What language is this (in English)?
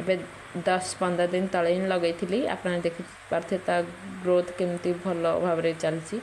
Odia